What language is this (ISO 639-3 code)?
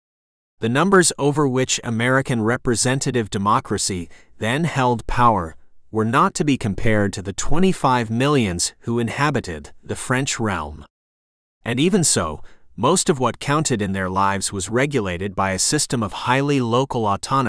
eng